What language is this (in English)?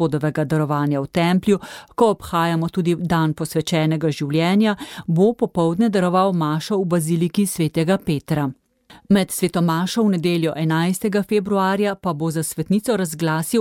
Slovenian